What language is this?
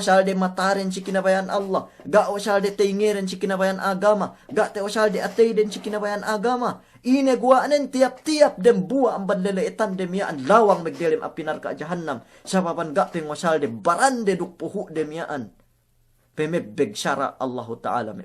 Yakan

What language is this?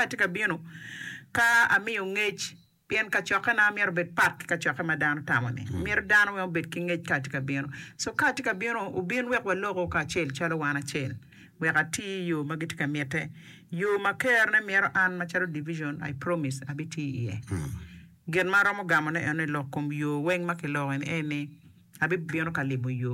Acoli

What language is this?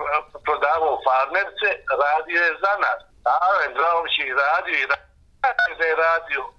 Bosnian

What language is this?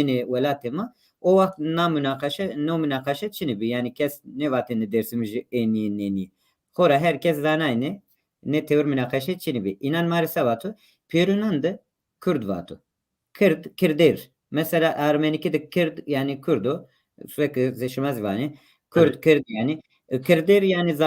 Zaza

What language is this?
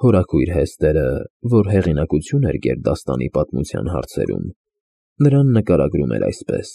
Armenian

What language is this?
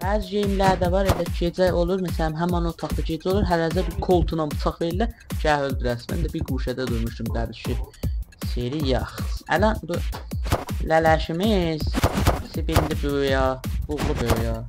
South Azerbaijani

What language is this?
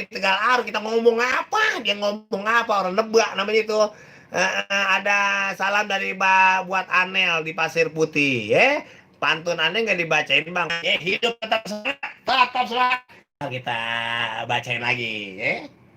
Betawi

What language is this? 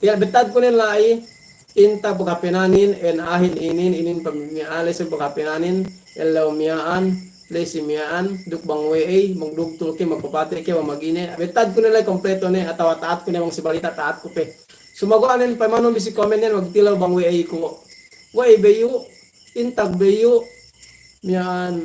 Yakan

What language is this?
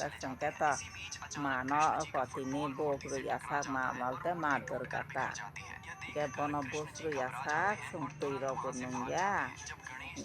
Kok Borok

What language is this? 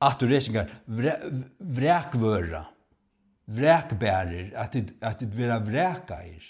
Faroese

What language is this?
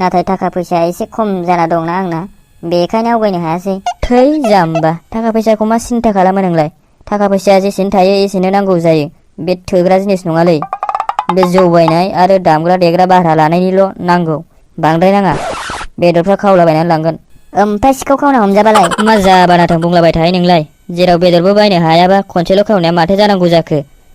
Bodo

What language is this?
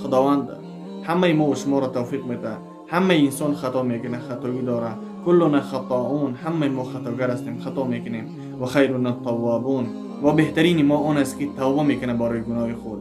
Tajik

